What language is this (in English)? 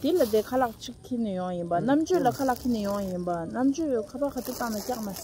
Tibetan